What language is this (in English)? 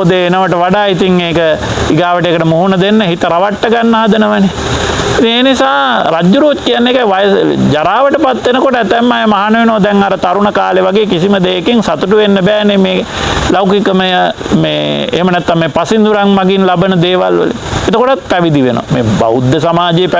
Sinhala